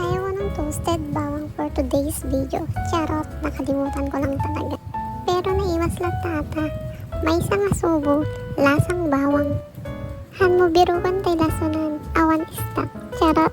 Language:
Iloko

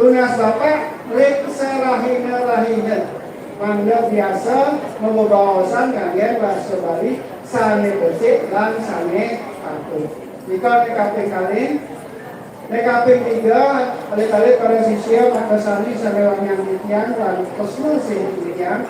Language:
Balinese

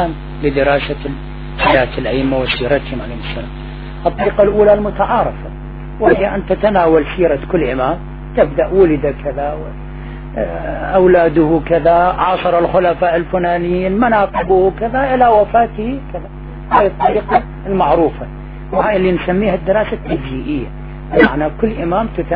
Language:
Arabic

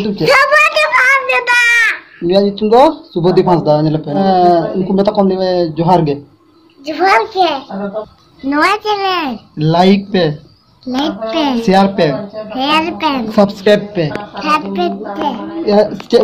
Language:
Santali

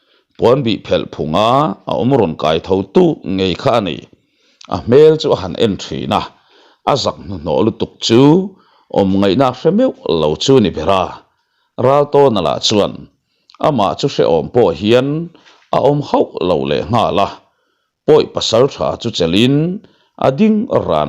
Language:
Mizo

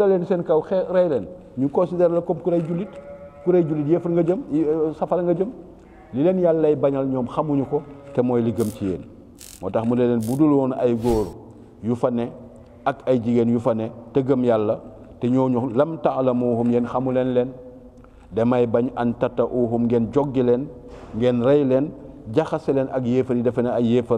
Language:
Wolof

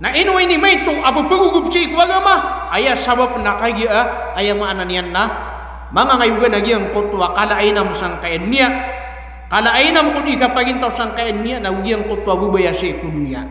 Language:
Maranao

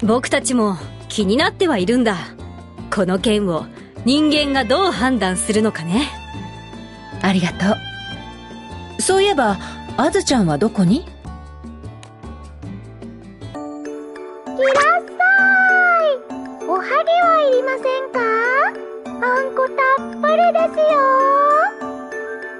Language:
Japanese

